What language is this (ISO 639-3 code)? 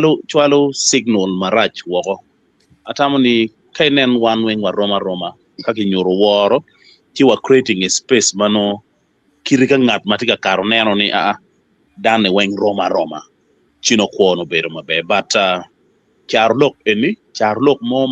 ach